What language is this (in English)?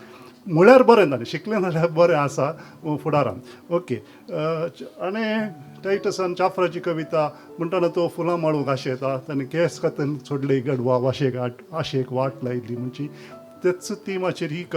Konkani